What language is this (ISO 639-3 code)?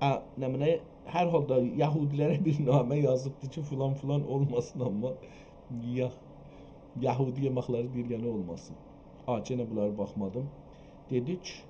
azb